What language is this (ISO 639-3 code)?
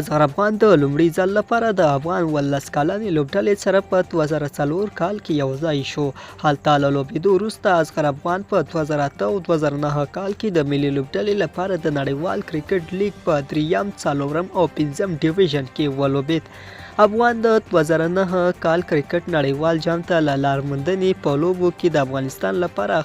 pus